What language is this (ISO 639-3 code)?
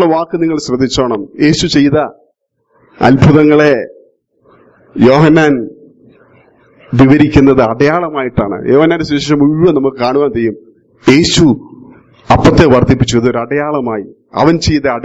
mal